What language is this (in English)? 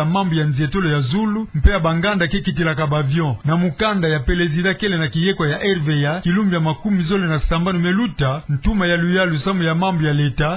Kituba (Democratic Republic of Congo)